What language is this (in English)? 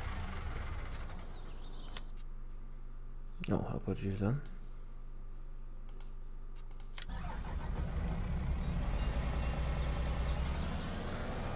English